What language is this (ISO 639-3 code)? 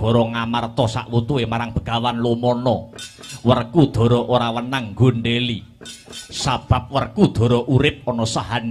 jav